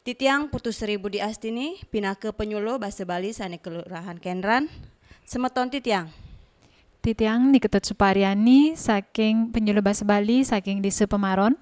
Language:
Balinese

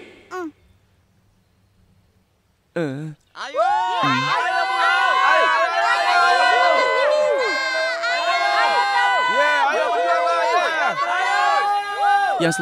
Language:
Indonesian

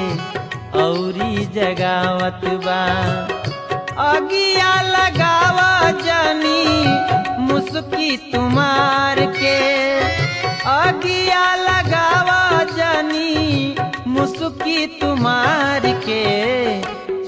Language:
Bhojpuri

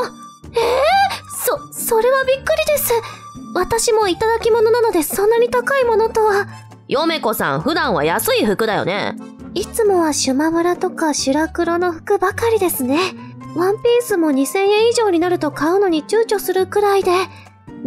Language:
Japanese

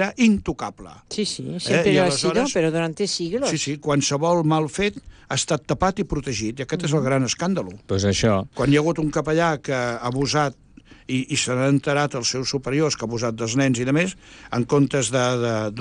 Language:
Catalan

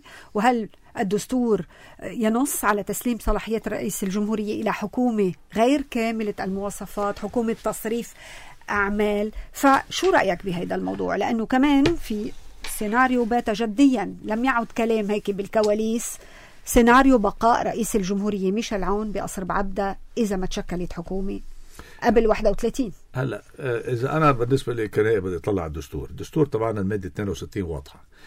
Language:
North Levantine Arabic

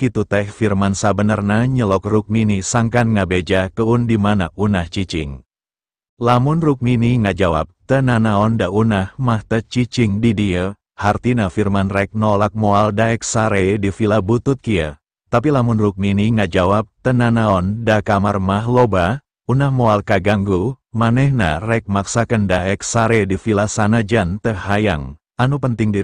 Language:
Sundanese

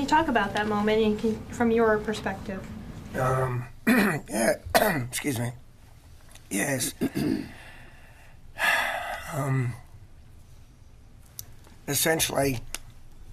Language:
English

